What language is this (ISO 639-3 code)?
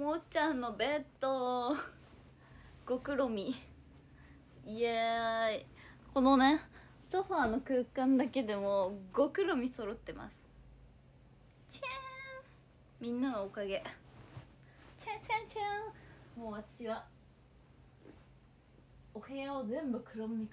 jpn